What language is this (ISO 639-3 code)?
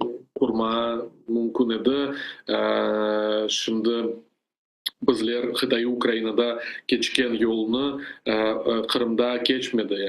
crh